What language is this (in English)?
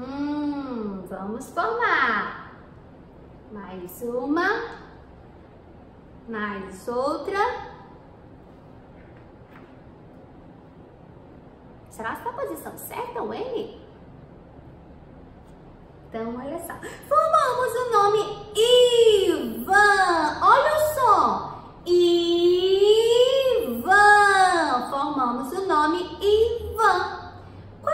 Portuguese